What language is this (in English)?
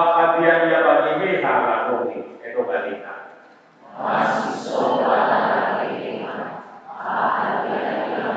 Nias